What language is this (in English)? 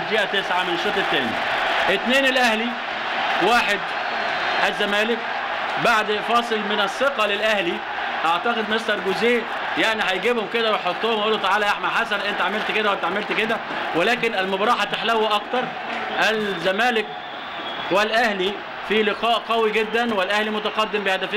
Egyptian Arabic